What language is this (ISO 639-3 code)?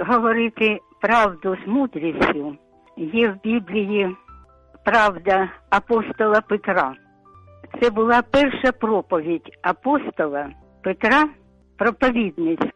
ukr